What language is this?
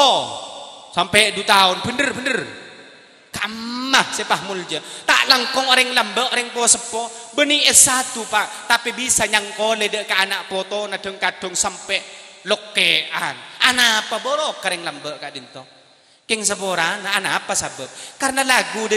Madurese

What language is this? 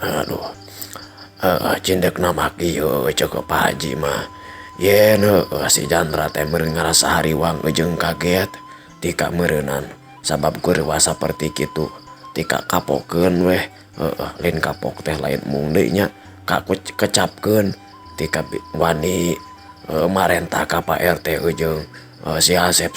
Sundanese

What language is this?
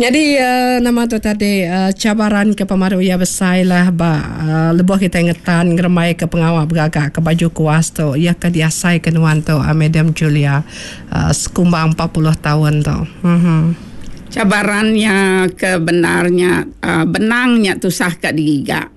Iban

